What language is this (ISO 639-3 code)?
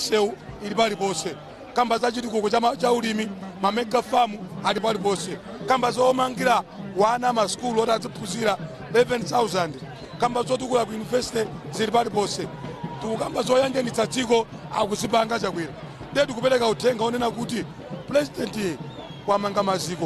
nya